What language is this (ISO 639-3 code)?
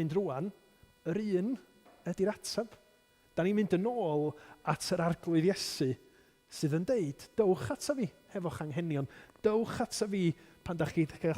cym